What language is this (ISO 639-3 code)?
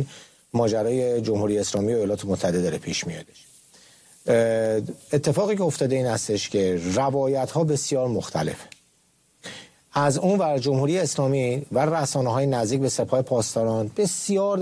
fas